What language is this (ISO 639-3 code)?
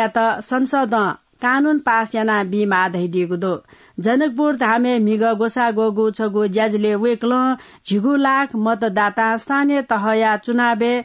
new